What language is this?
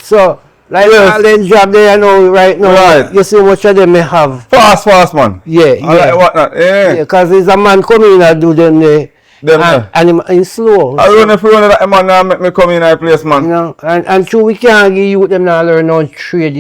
Jamaican Creole English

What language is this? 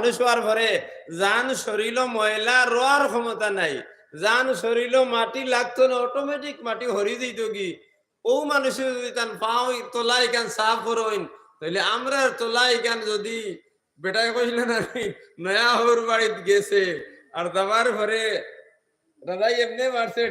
Sylheti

